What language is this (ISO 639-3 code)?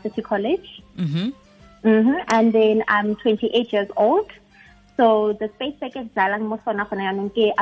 tsn